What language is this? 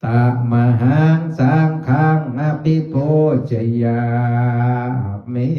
Pali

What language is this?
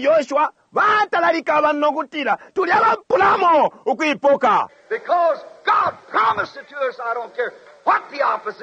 Bemba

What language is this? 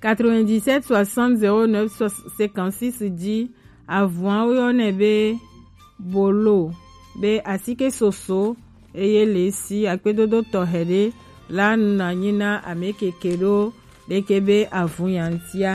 Gen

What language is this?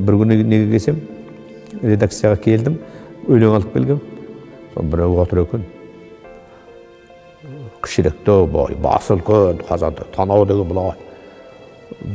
Kazakh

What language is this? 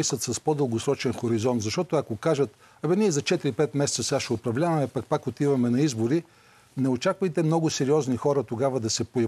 Bulgarian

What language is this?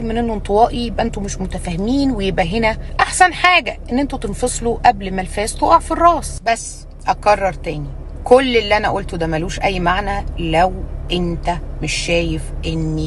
Egyptian Arabic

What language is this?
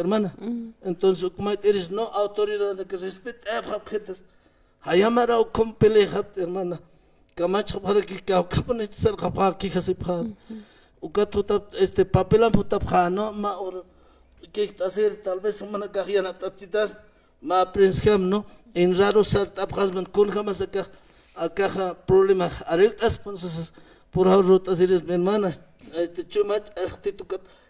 Aymara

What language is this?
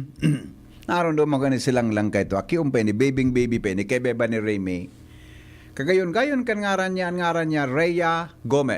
Bikol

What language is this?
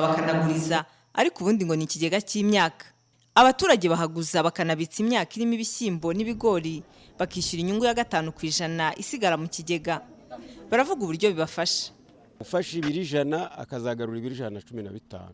Kinyarwanda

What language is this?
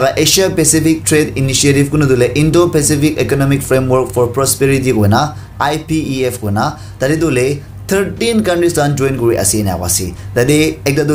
Naga Pidgin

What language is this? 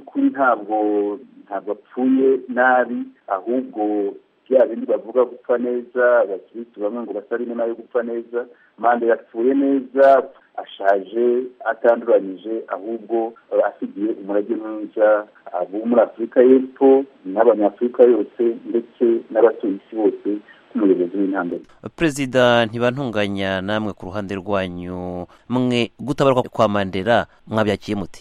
Kinyarwanda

